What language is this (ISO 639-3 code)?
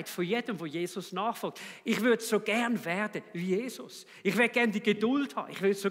gsw